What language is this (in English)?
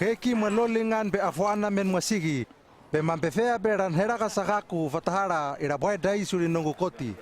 Hano